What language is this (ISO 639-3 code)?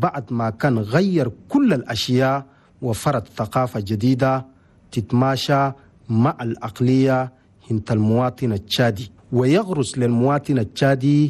shu